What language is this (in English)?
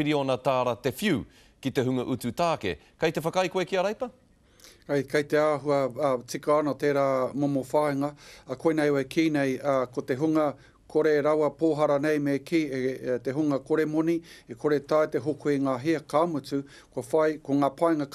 Māori